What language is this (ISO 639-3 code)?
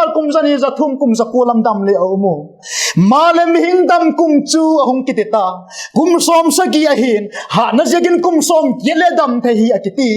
vap